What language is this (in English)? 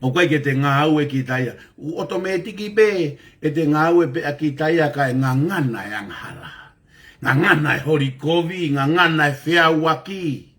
Tongan